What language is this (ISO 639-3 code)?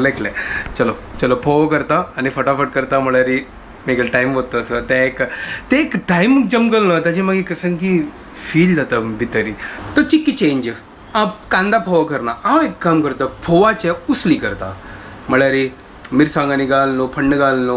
kok